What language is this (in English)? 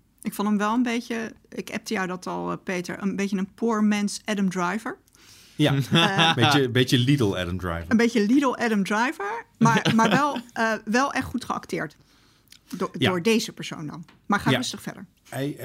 Dutch